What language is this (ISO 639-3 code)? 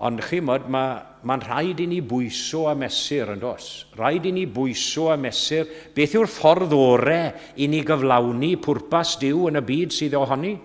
cym